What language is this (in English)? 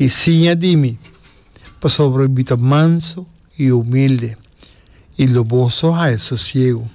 Papiamento